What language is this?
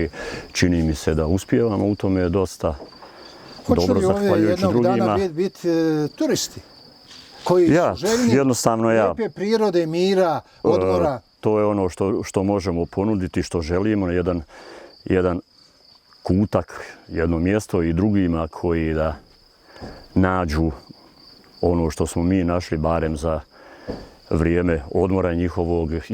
Bosnian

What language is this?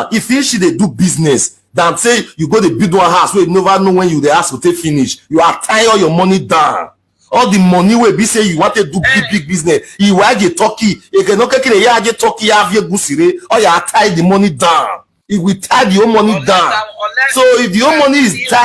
Nigerian Pidgin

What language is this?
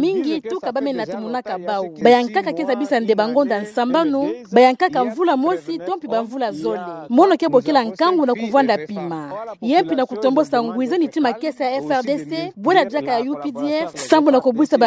Kituba (Democratic Republic of Congo)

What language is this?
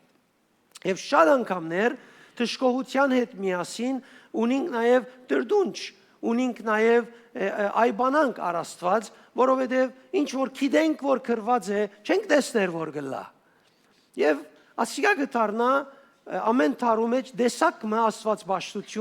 Western Armenian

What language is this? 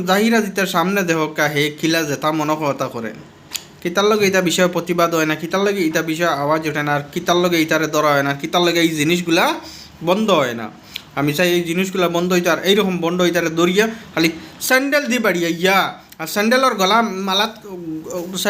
Sylheti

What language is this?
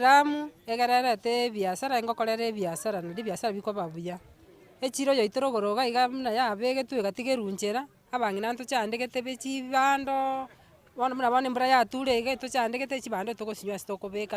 Gusii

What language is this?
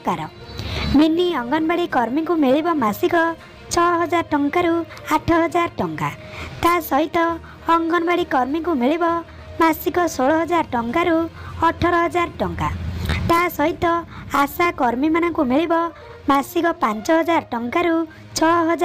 Odia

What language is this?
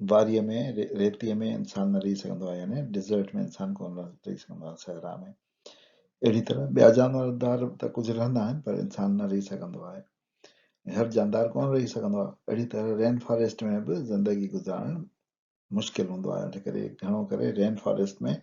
Sindhi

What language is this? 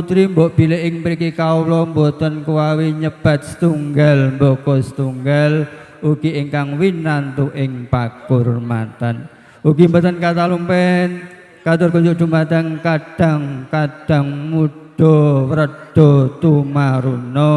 Javanese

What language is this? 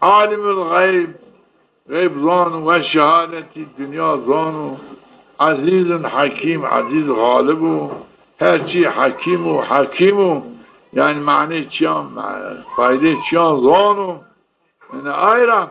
Zaza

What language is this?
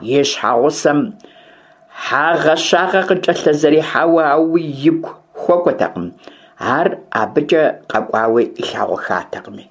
Kabardian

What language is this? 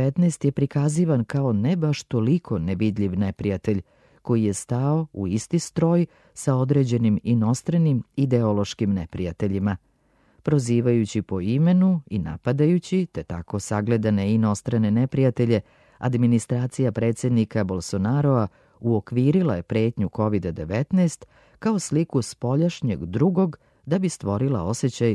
Serbian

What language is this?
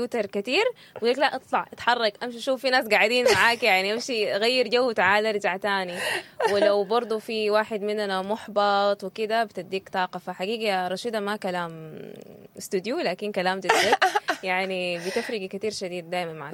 Sudanese Arabic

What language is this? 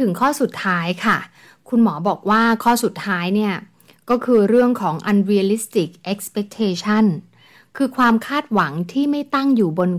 Thai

